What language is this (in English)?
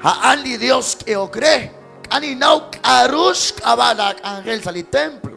Kekchí